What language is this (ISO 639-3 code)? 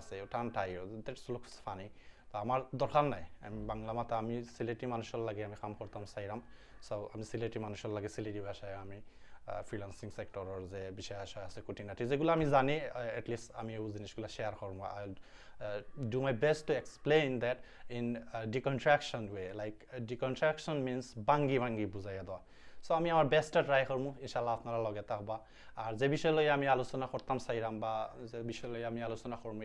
syl